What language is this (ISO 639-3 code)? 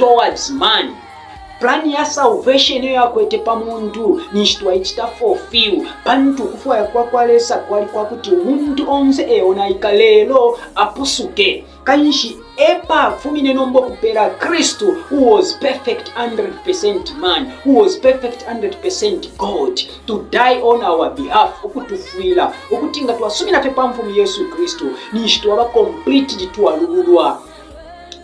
bem